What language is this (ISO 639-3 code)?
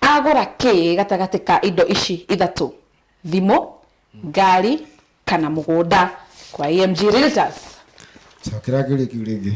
kik